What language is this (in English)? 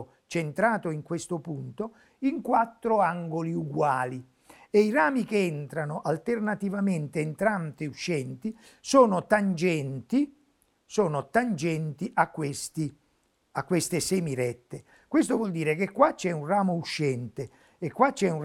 Italian